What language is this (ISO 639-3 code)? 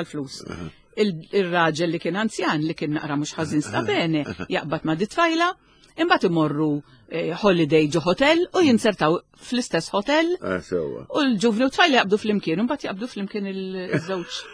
mlt